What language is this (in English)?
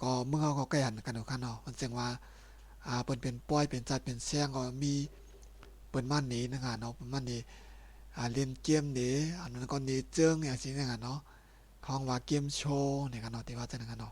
Shan